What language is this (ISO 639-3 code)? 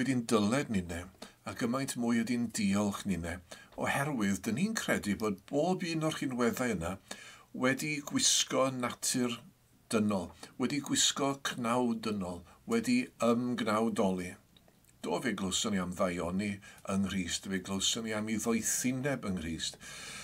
cym